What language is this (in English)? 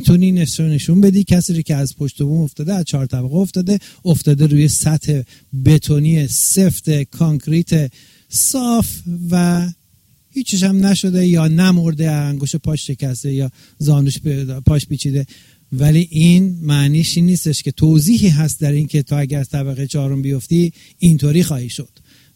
Persian